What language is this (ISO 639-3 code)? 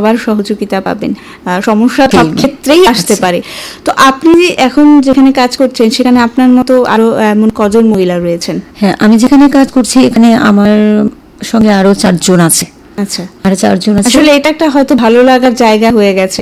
ben